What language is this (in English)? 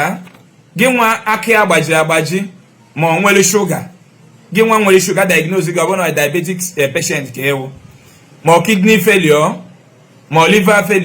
Igbo